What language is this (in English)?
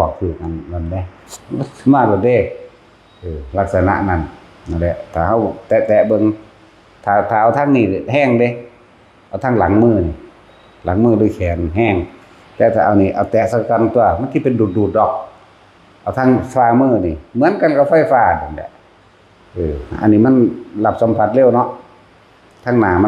Northeastern Thai